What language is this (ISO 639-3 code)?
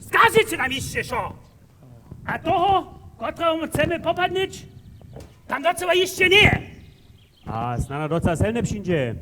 hsb